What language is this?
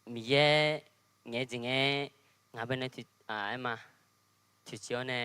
Akha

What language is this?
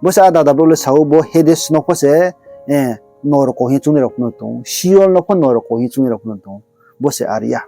Riang (India)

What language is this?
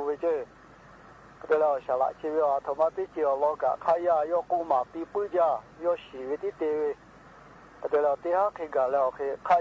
Lahu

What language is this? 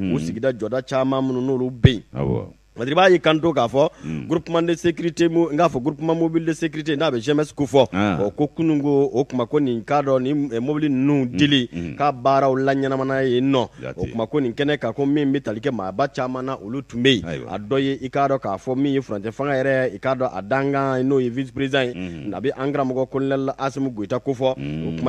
Bambara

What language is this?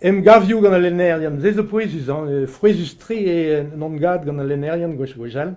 Breton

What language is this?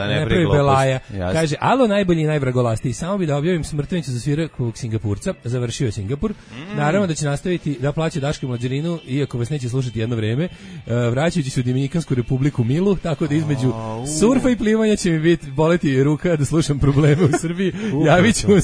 Serbian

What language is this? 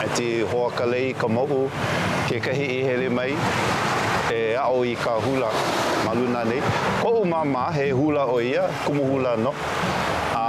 Hawaiian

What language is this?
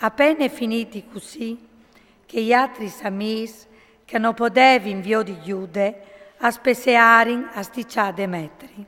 Friulian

